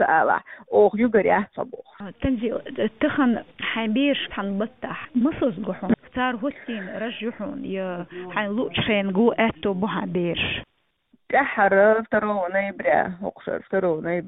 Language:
Chechen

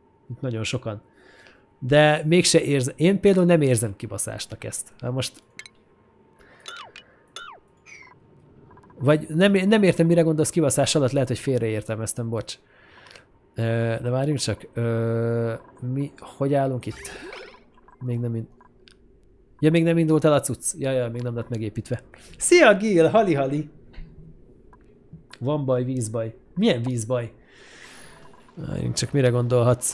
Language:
Hungarian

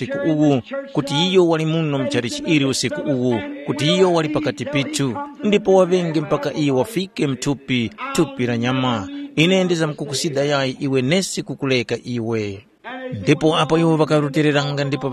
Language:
Tumbuka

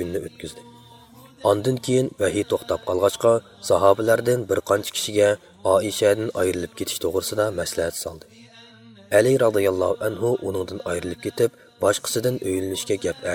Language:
Uyghur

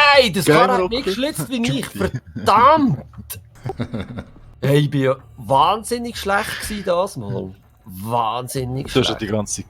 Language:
Swiss German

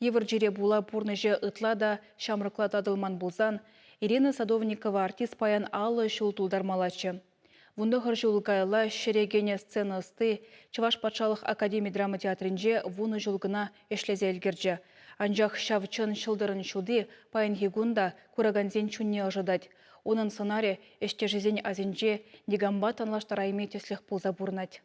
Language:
Chuvash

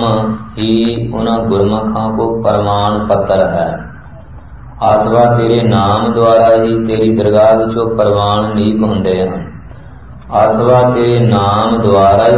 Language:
Punjabi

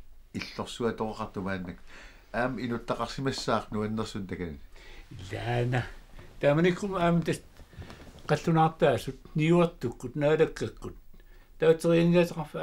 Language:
Kalaallisut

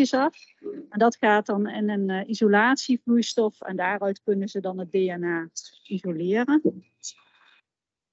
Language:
Dutch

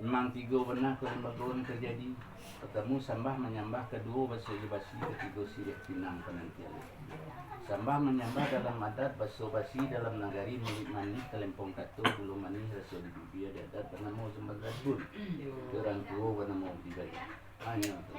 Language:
Minangkabau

